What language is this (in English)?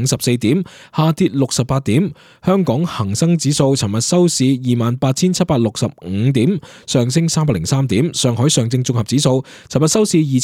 Cantonese